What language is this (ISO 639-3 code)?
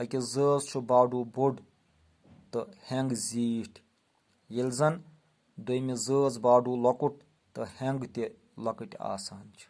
kas